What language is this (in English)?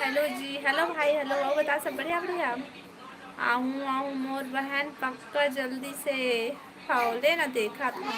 Chhattisgarhi